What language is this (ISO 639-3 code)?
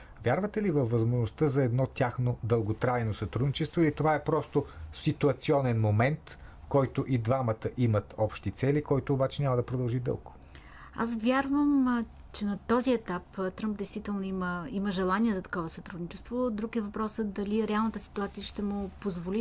bul